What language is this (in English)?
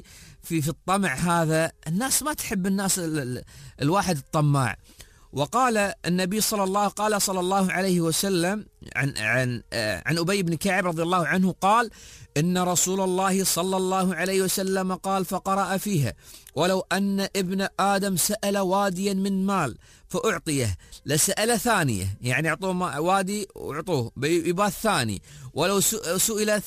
Gulf Arabic